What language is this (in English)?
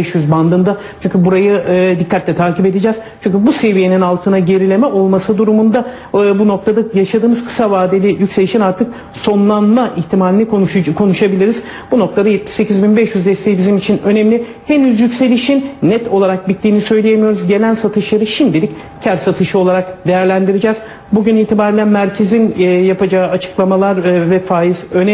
Turkish